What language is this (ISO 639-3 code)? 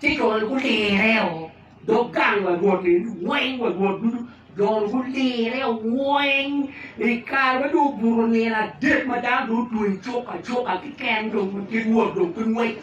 ach